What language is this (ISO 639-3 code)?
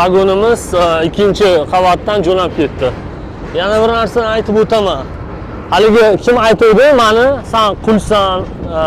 uzb